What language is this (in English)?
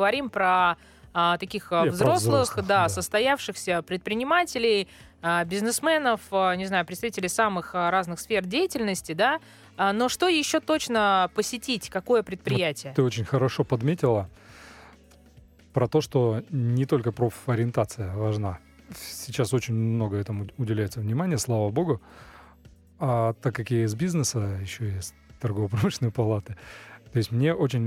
Russian